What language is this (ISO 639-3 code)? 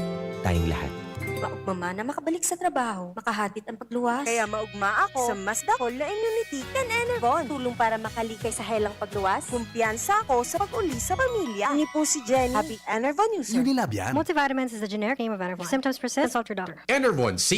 bik